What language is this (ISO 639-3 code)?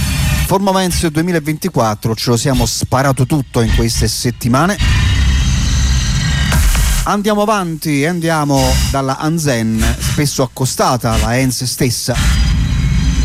ita